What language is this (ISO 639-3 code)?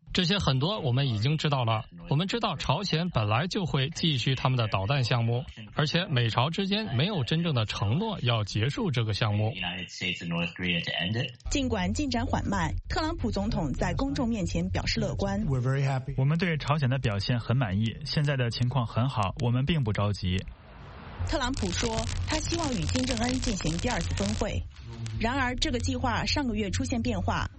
zho